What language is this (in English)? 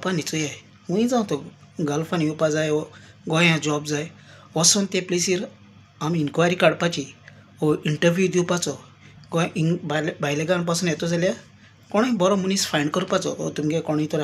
Konkani